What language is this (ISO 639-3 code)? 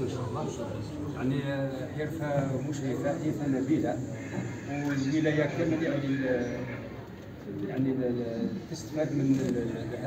arq